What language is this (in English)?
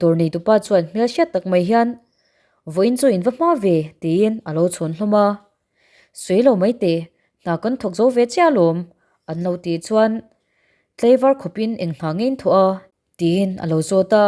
Mizo